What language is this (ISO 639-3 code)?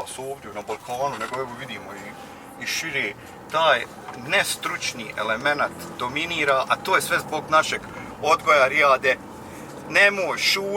bos